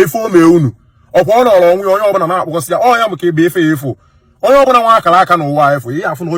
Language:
Igbo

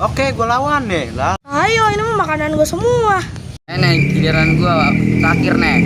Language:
Betawi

